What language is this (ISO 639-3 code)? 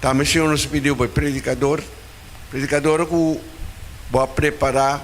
pap